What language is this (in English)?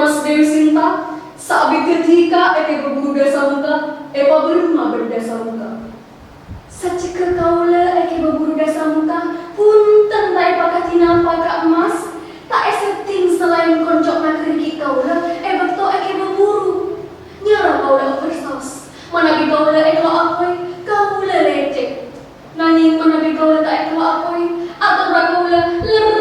Madurese